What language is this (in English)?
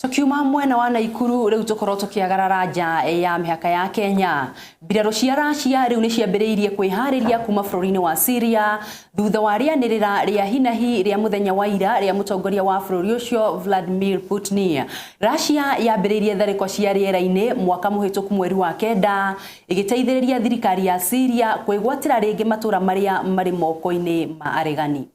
Kikuyu